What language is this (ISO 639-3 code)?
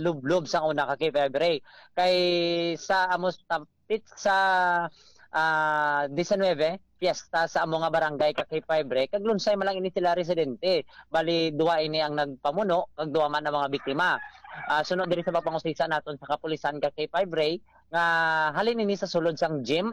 hil